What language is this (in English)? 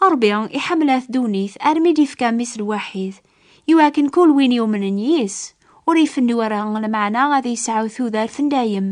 Kabyle